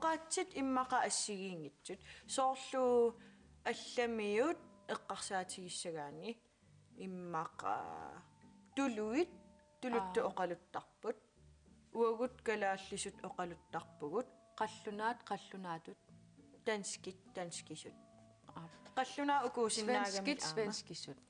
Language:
Kalaallisut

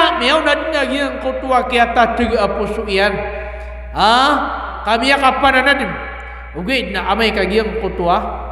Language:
Maranao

